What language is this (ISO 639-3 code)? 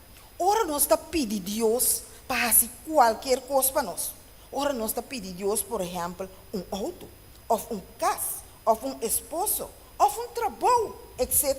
pap